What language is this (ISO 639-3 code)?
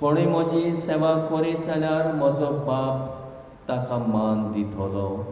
kok